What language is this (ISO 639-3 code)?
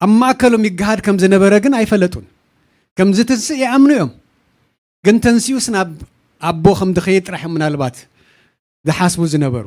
tir